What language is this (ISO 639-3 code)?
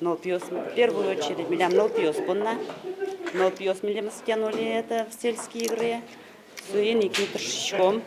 udm